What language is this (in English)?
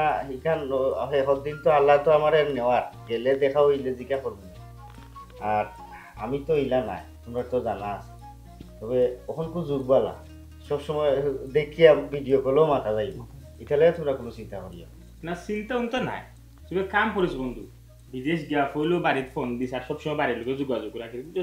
Sylheti